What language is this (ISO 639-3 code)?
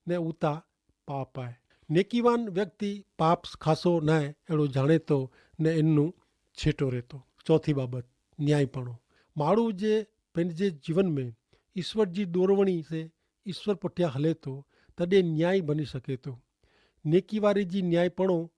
kfr